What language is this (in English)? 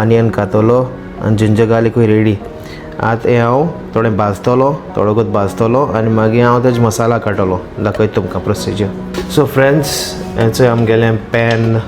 Konkani